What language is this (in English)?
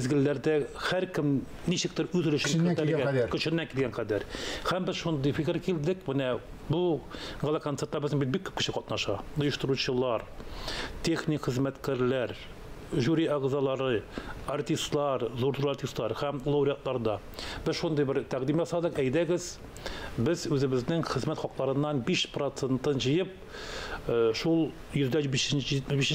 Tatar